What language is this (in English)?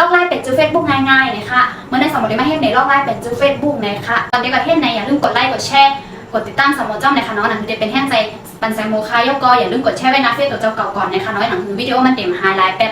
Shan